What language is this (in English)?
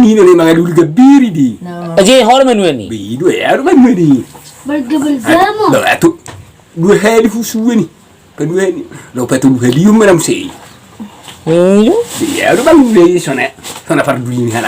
Batak Toba